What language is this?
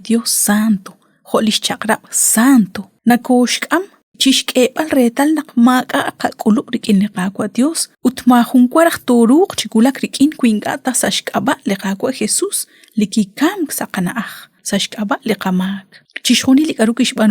Kekchí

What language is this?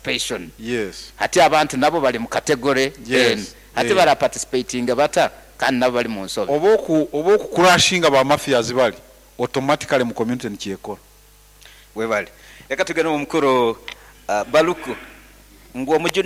Nyankole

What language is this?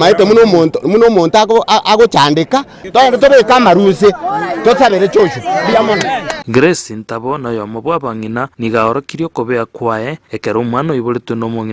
Gusii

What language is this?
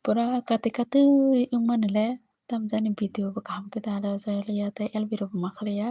Kok Borok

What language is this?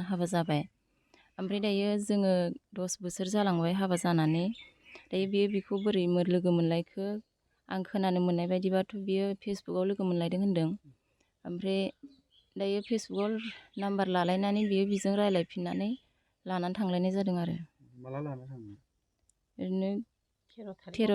Bodo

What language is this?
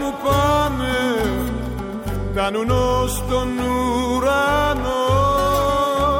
Greek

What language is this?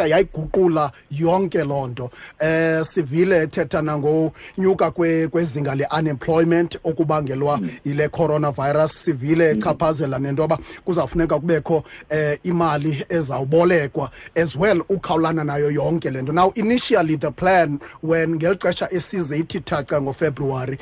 Xhosa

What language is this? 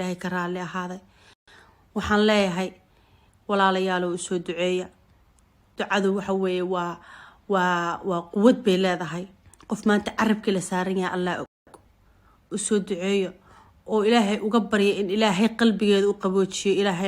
Somali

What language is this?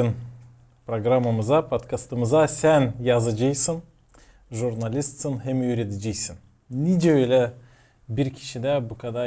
Gagauz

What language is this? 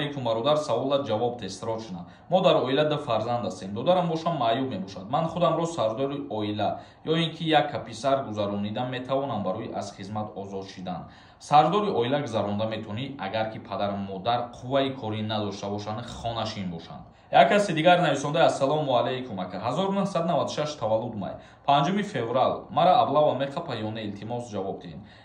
Tajik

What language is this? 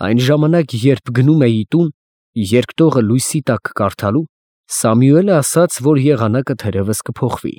Armenian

